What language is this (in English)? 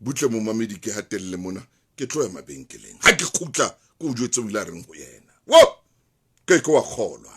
Southern Sotho